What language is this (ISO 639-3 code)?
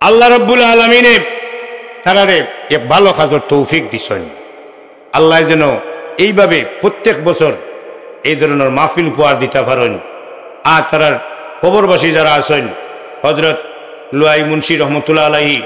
syl